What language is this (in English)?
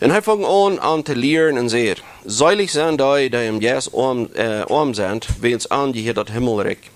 Plautdietsch